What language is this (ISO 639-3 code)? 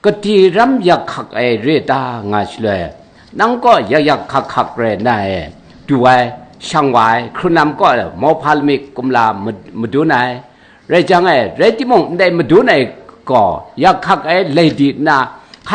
kac